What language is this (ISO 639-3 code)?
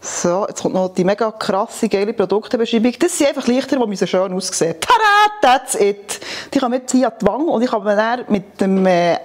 gsw